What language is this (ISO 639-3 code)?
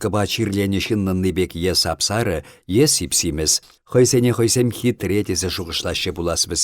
chv